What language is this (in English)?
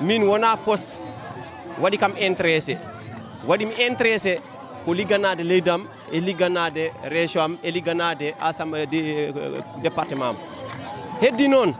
Fula